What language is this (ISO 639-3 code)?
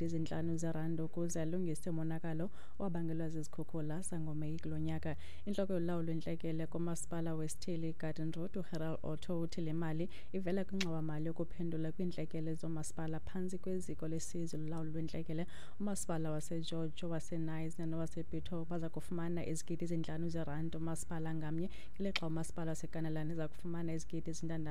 xho